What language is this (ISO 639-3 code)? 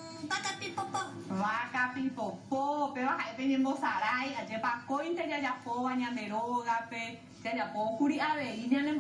grn